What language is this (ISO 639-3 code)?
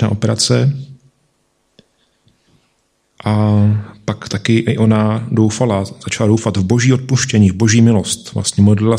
ces